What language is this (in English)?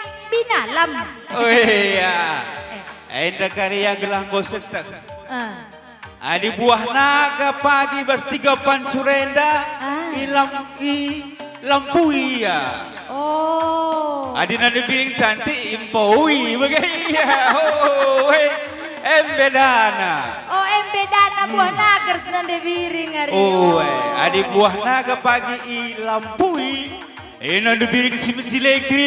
Batak Karo